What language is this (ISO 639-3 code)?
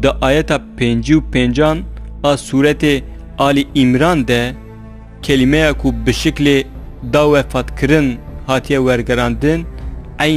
kur